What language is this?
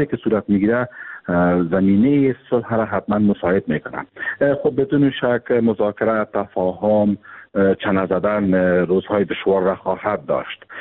Persian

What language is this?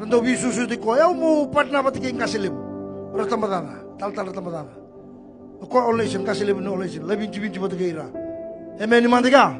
Fijian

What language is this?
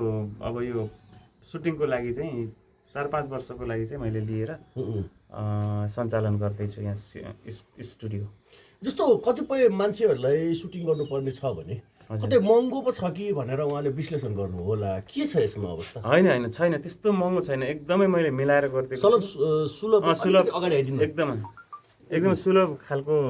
Nepali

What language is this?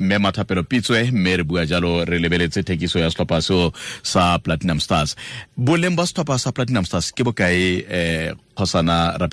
Tswana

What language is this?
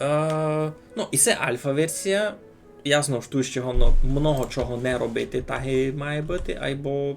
Rusyn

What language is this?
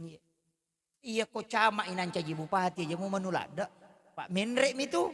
Buginese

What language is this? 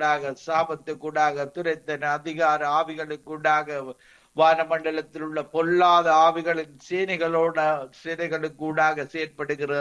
Tamil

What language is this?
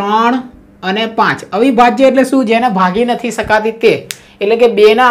Gujarati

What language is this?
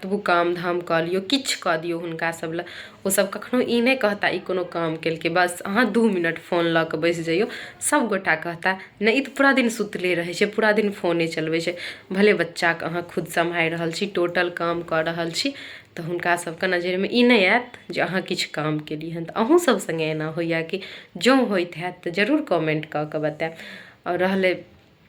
Maithili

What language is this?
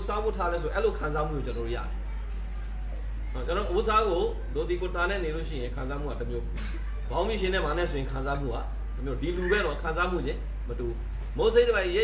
Burmese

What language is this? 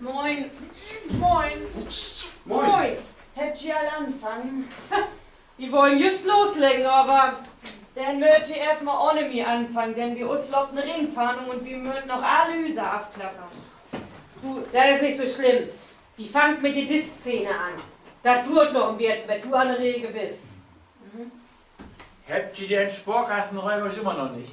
Low German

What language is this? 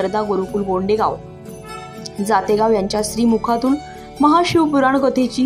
Marathi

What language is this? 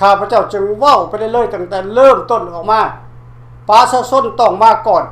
Lao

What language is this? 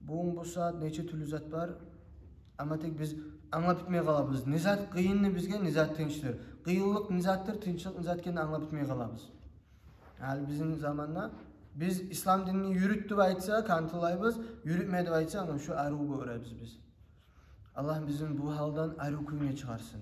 Kumyk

